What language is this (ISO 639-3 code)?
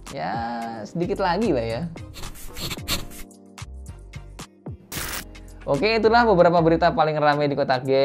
ind